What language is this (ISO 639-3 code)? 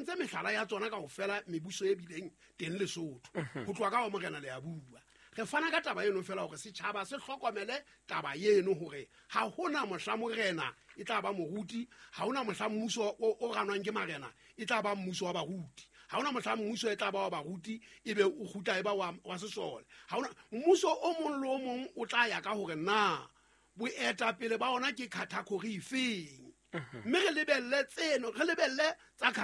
sot